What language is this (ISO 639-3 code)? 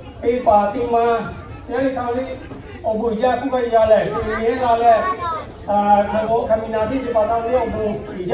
lhu